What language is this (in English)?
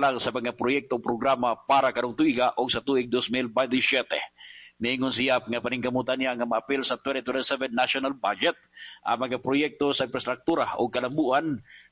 Cebuano